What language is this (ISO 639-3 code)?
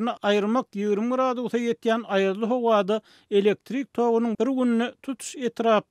tuk